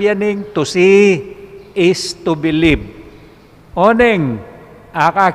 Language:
Pampanga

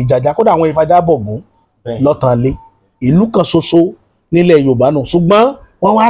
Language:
Yoruba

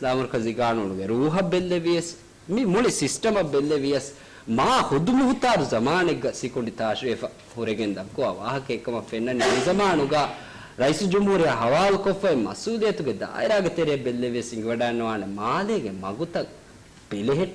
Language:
Divehi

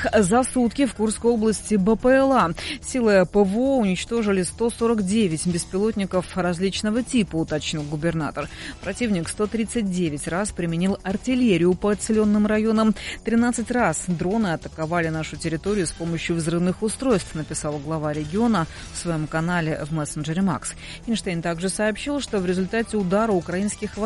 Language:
Russian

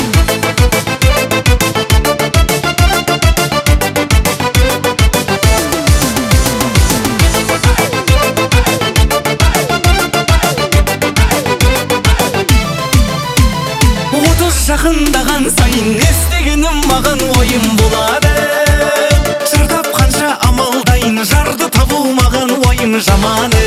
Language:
Kazakh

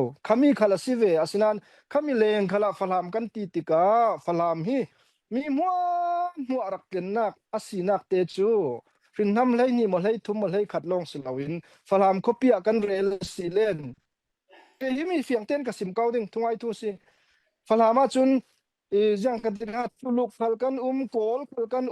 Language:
Falam Chin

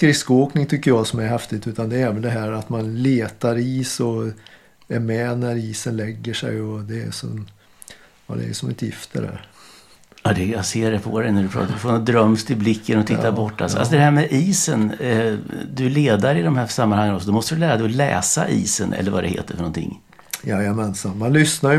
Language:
Swedish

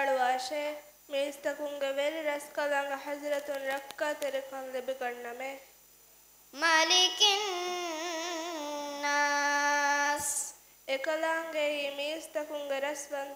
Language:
Divehi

